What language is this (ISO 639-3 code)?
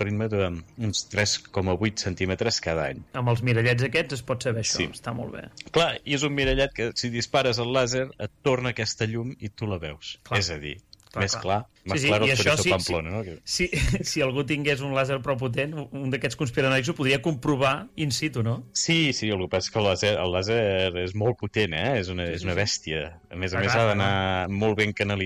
cat